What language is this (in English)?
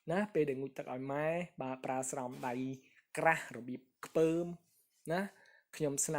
Khmer